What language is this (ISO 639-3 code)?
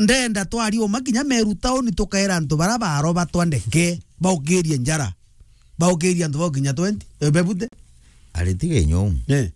mer